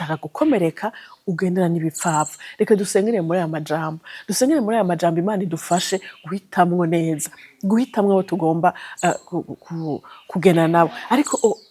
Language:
Rundi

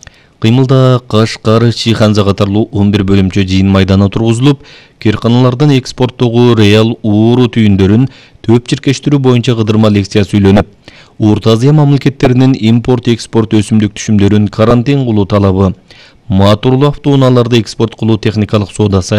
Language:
Kyrgyz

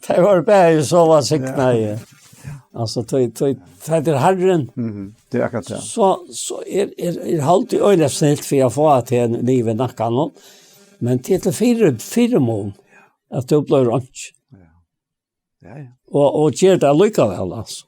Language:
Faroese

